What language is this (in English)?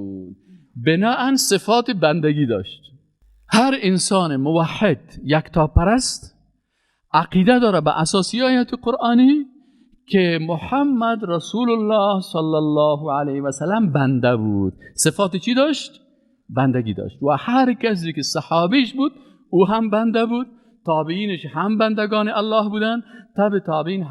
Persian